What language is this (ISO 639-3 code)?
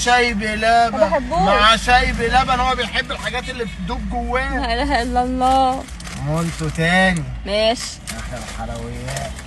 arz